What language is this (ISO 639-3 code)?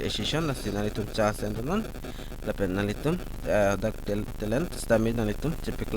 mjw